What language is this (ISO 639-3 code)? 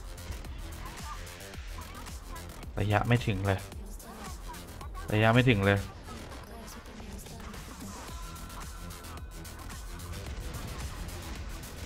tha